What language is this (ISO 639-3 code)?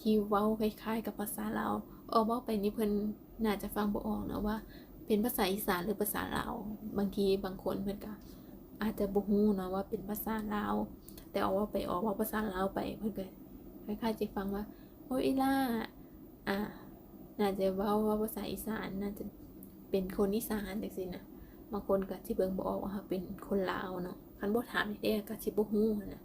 lao